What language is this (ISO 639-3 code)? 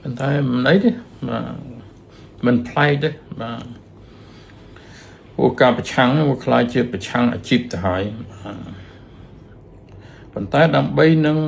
khm